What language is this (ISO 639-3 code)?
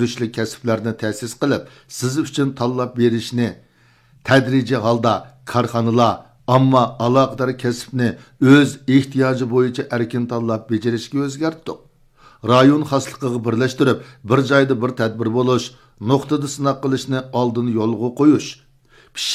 uig